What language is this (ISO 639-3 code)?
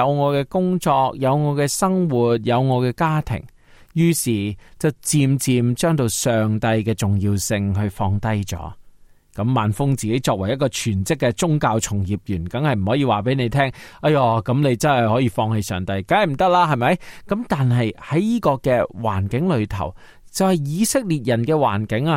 yue